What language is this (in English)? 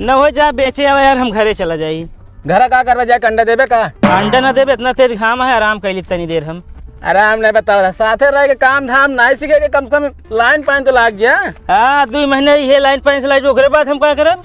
Awadhi